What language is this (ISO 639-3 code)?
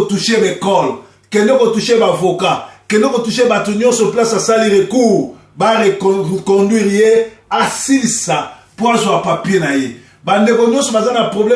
lin